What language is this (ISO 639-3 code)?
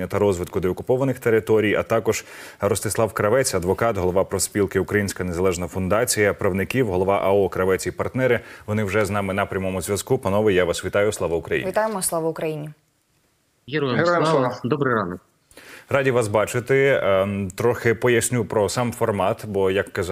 ukr